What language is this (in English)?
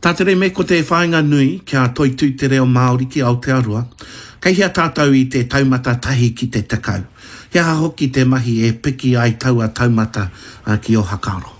Māori